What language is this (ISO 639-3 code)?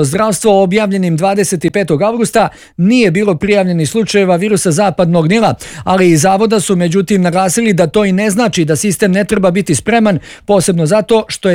bos